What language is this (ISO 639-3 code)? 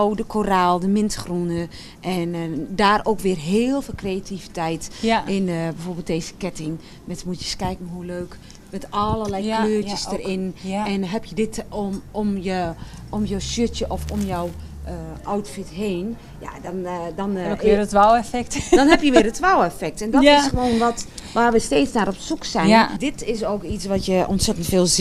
nld